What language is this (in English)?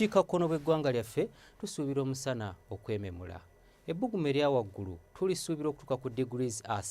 Ganda